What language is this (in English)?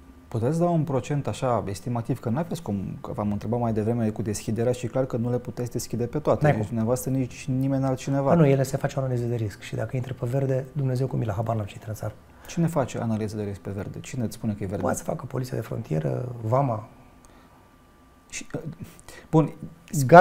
Romanian